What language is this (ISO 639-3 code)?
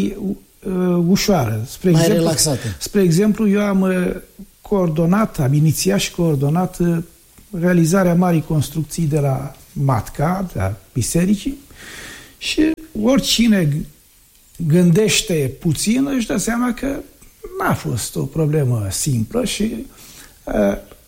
ron